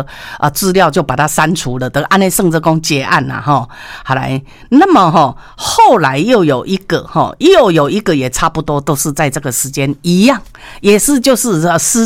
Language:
Chinese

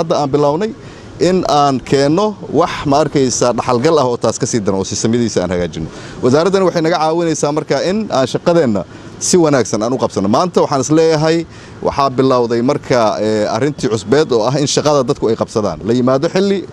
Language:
Somali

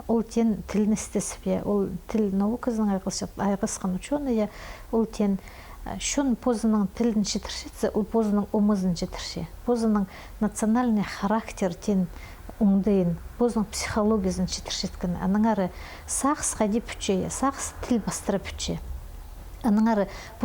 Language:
Khakas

